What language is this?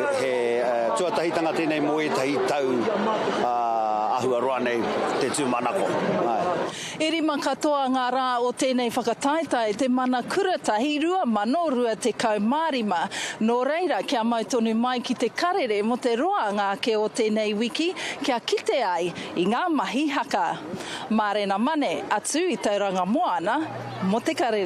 Māori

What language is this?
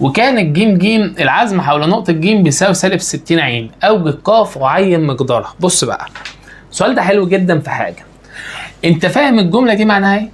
Egyptian Arabic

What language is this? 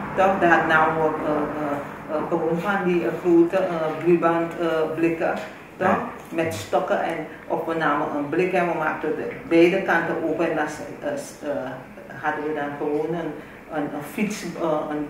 Dutch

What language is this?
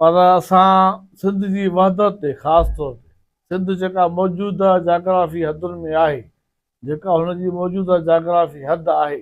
Sindhi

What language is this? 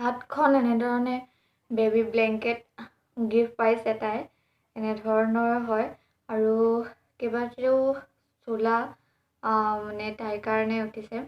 Assamese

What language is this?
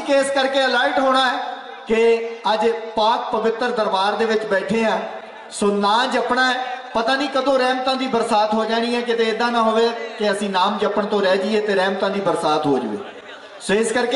Punjabi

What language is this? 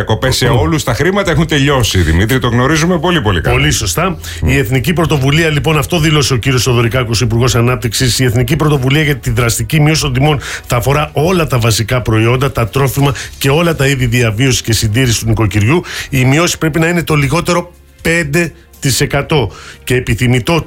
Greek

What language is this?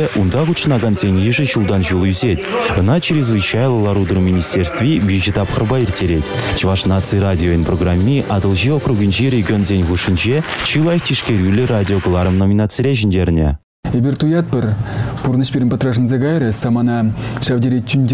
Chuvash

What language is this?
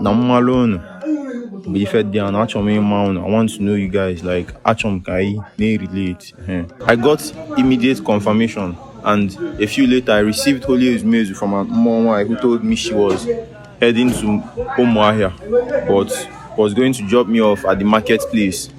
Igbo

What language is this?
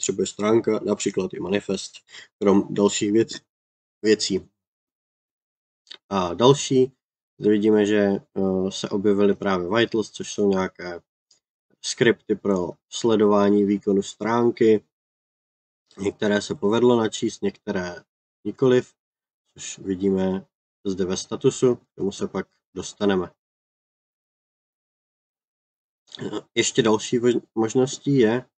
Czech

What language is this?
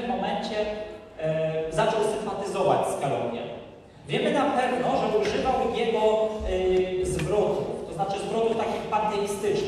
Polish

